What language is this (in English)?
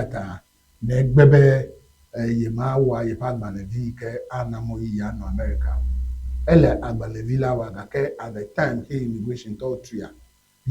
Ewe